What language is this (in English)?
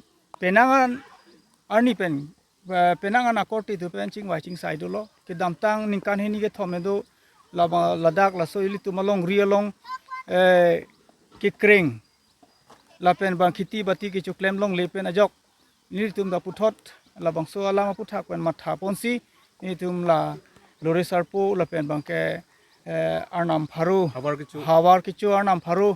Karbi